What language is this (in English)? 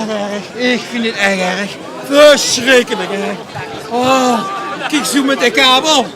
Limburgish